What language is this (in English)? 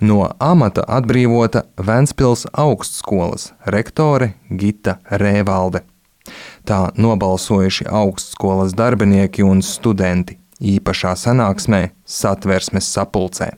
Latvian